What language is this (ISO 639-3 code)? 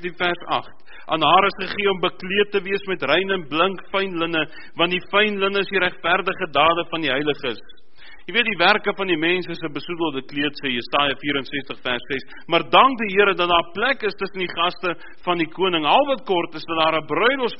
afr